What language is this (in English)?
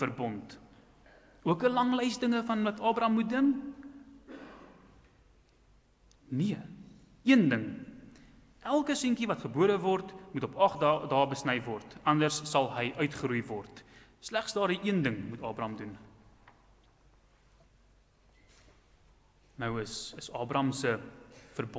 Afrikaans